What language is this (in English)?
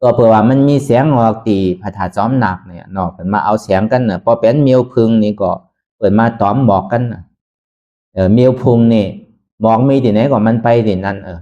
Shan